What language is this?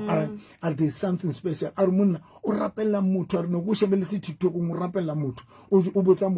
Southern Sotho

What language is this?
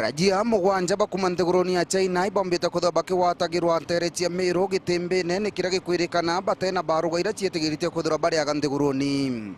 Meru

